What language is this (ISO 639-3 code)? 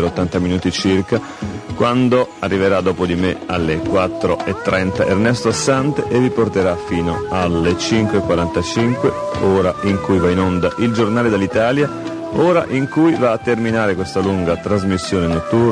ita